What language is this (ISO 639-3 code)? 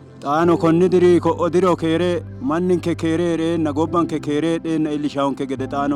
sid